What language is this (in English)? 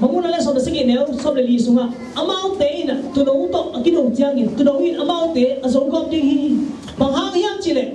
Tedim Chin